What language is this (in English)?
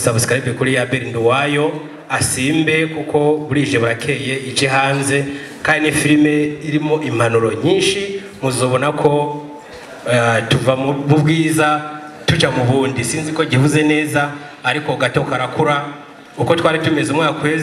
Rundi